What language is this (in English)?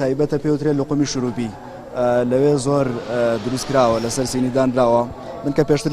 Central Kurdish